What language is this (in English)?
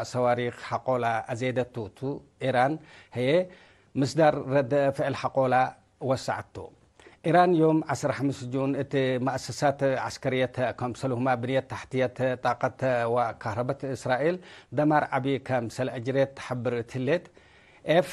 Tigre